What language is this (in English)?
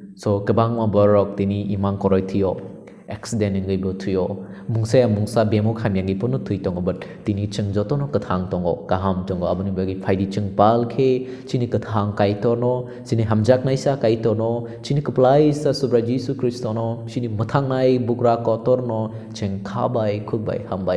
Kok Borok